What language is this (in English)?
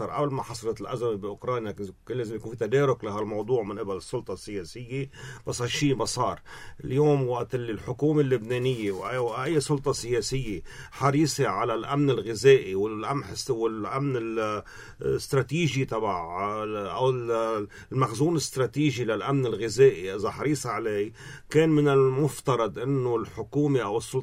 North Levantine Arabic